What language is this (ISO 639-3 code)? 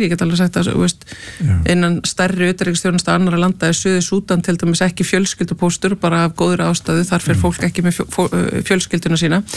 isl